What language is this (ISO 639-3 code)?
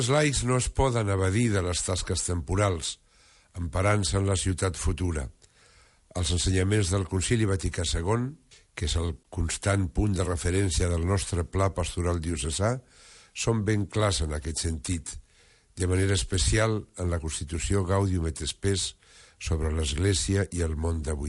cat